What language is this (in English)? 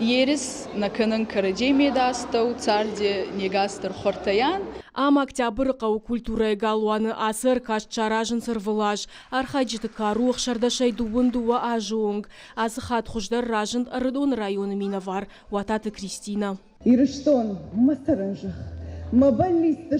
Ossetic